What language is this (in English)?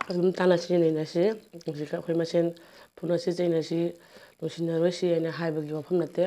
Manipuri